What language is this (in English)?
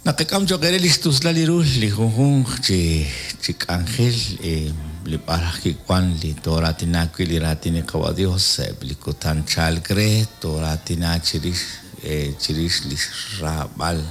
Kekchí